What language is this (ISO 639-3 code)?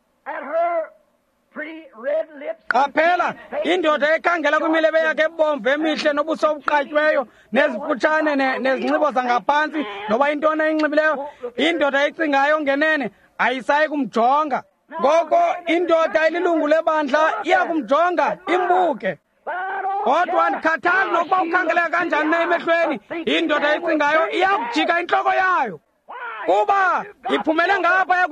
xho